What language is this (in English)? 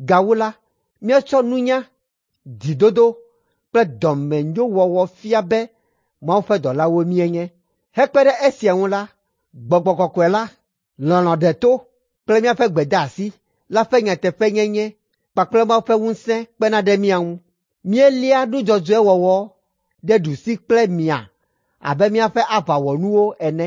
Ewe